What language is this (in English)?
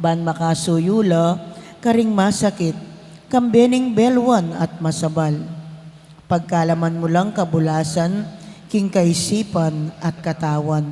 Pampanga